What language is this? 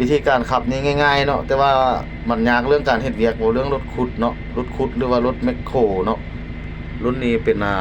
Lao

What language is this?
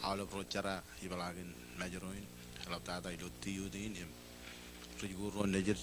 Marshallese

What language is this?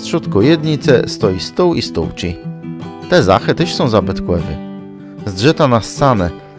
Kashubian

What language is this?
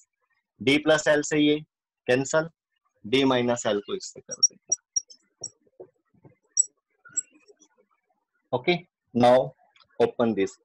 Hindi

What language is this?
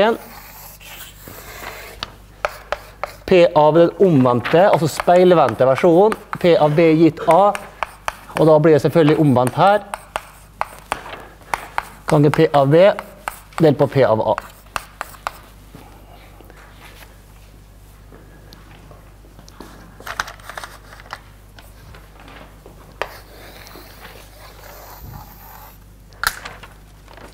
Norwegian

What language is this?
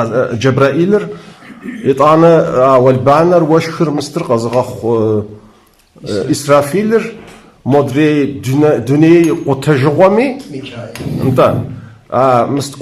Kabardian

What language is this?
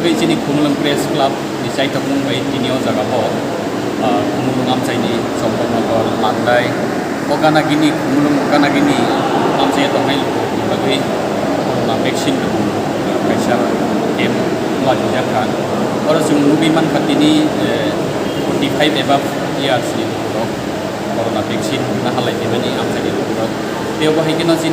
Kok Borok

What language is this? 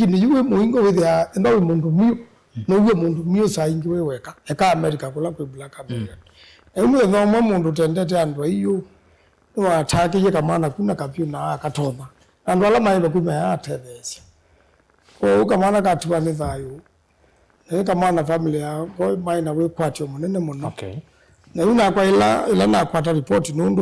Kamba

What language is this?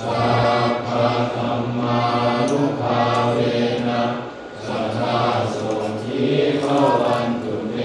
Northeastern Thai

